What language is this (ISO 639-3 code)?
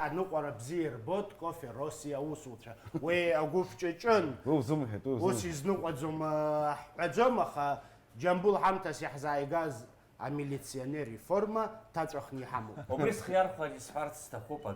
abk